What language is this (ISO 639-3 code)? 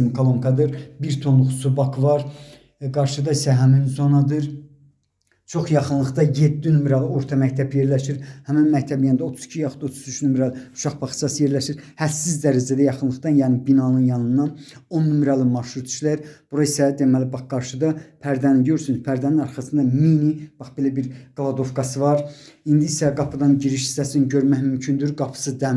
aze